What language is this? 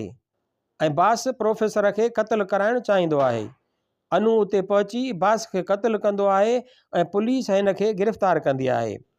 Sindhi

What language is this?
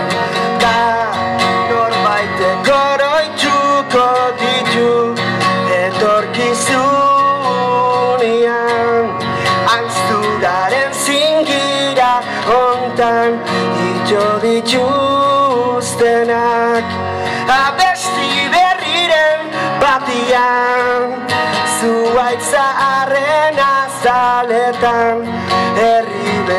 Basque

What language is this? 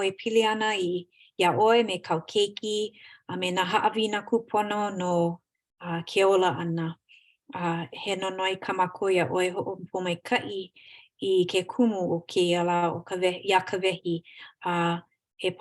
Hawaiian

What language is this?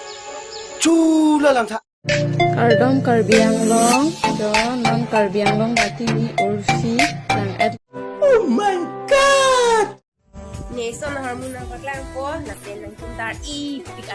Karbi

